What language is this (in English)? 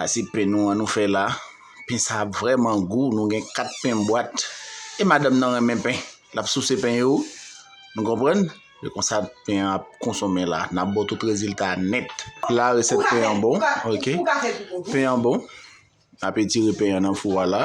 Haitian Creole